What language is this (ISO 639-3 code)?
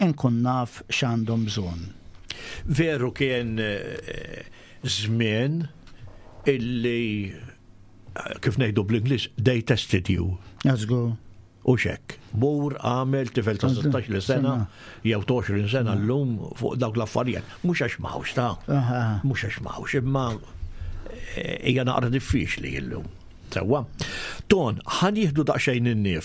mlt